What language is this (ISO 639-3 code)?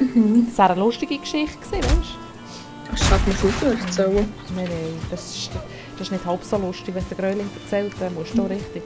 gsw